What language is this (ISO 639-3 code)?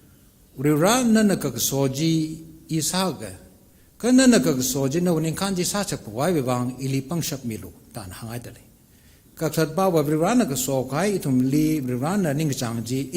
nmf